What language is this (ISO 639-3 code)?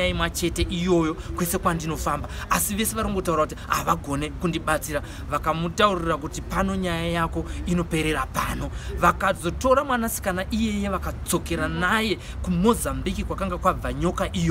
sna